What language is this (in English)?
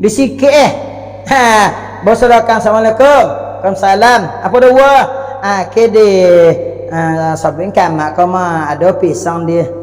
Minangkabau